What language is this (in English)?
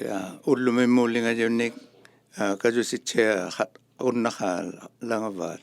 Inuktitut